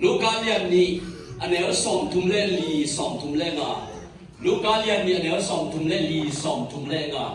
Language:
Tedim Chin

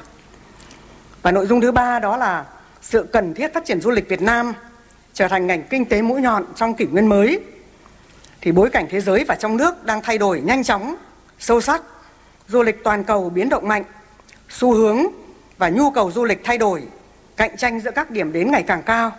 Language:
Vietnamese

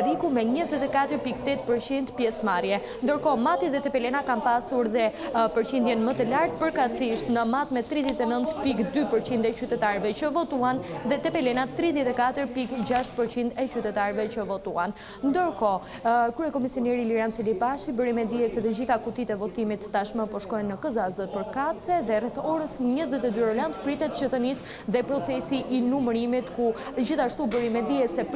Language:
Albanian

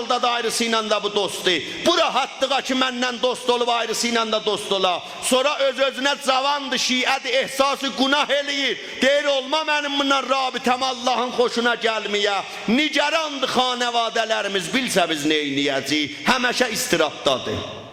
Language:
South Azerbaijani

